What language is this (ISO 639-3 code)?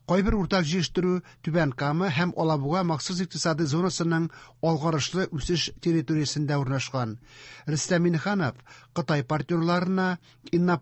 tat